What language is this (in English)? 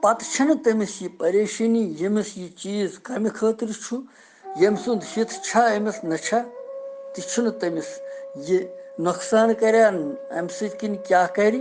Kashmiri